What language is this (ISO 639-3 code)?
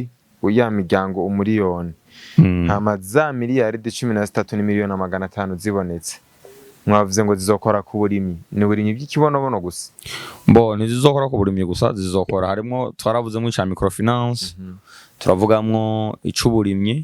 run